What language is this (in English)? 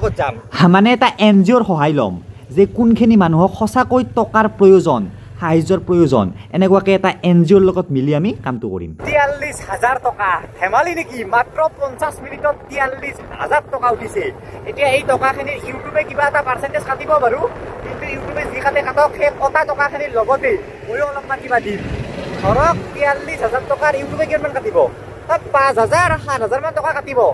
Assamese